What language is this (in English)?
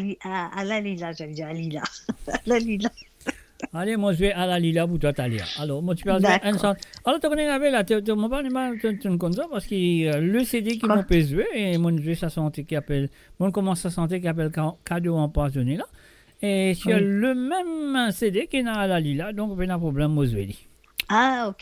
Morisyen